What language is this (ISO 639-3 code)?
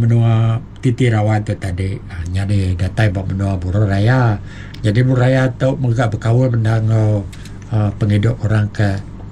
iba